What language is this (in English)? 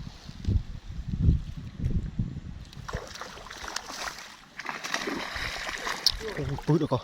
Lao